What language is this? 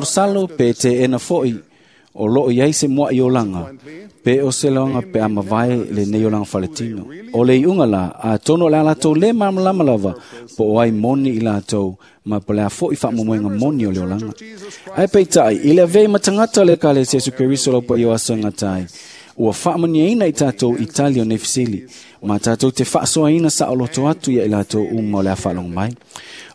Samoan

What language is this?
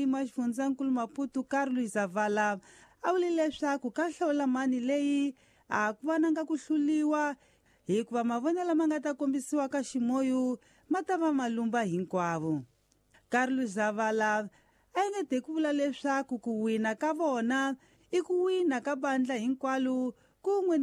Tsonga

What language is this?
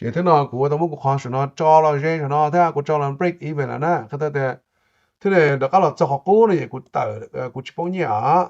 Hmong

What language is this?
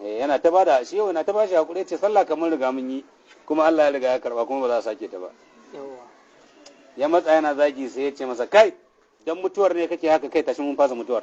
Hausa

